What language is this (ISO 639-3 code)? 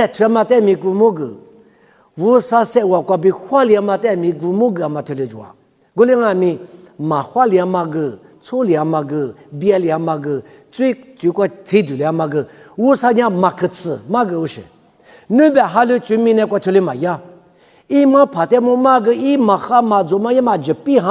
lis